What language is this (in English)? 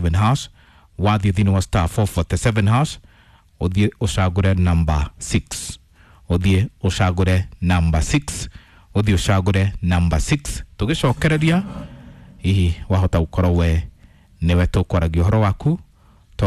Kikuyu